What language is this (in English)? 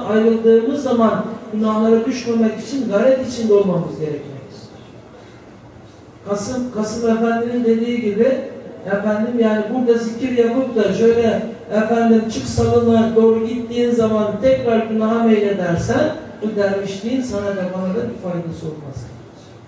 Turkish